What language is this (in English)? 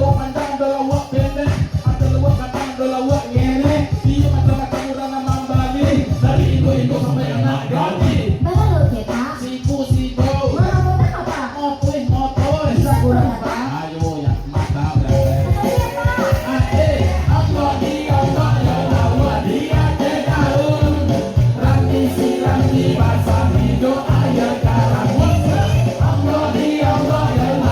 Minangkabau